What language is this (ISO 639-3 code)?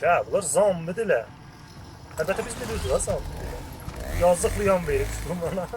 azb